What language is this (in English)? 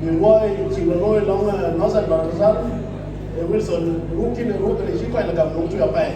Dinka